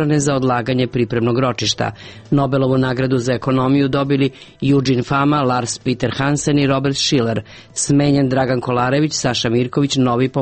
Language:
Serbian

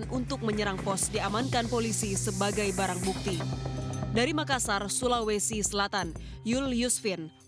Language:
Indonesian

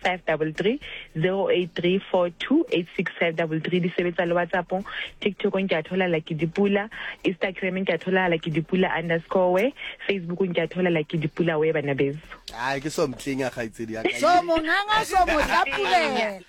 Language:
Southern Sotho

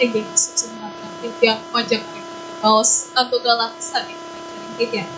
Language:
Balinese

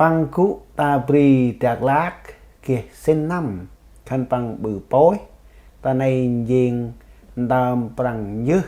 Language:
Central Mnong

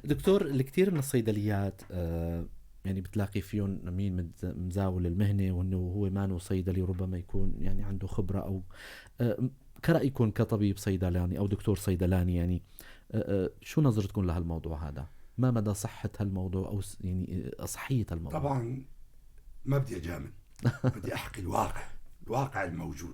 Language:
North Levantine Arabic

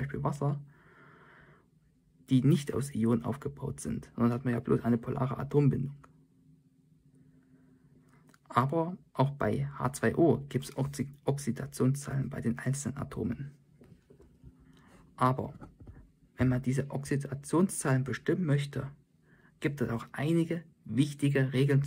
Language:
German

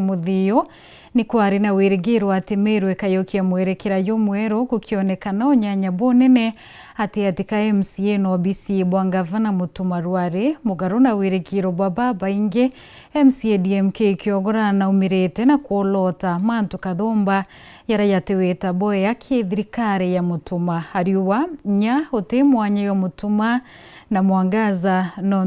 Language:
Meru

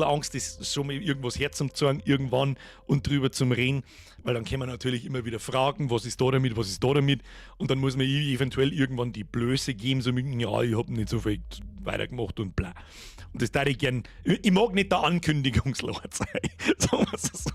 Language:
Bavarian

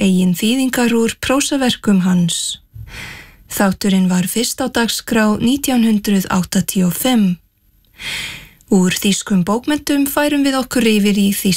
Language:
Icelandic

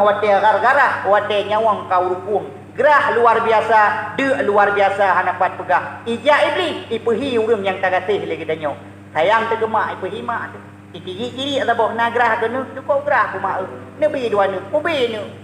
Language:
Achinese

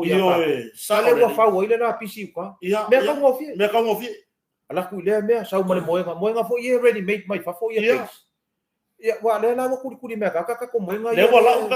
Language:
Samoan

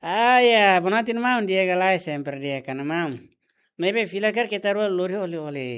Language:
Tetum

